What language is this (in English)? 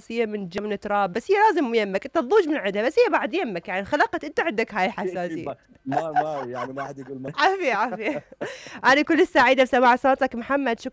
Mesopotamian Arabic